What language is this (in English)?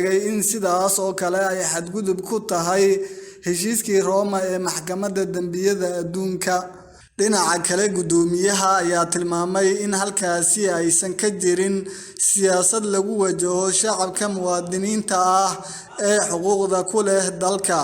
Somali